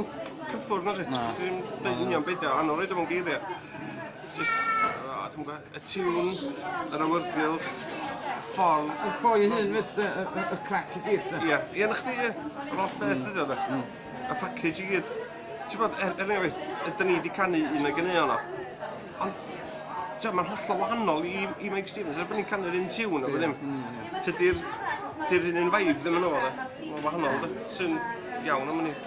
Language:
Welsh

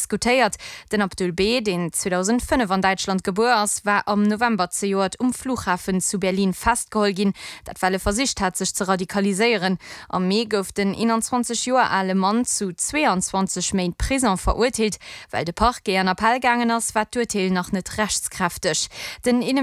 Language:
Luxembourgish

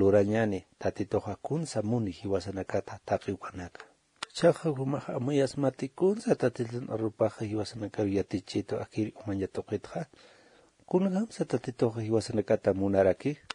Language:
Aymara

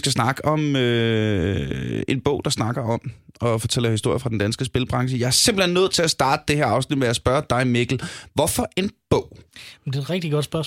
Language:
Danish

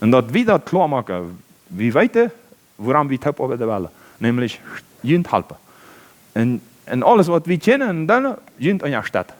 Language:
Plautdietsch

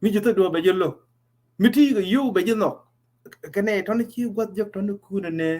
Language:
Nuer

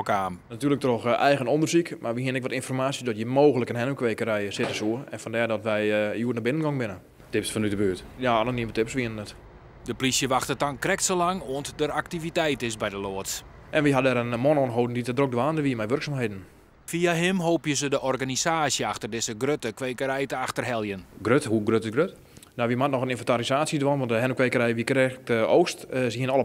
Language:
Western Frisian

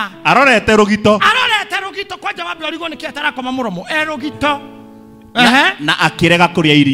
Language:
Kikuyu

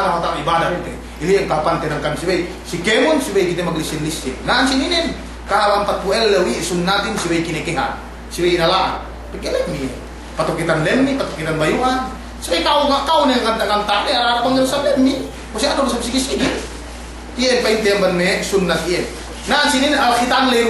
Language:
Yakan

